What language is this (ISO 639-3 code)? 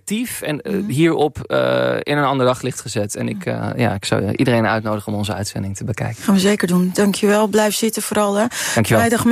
nld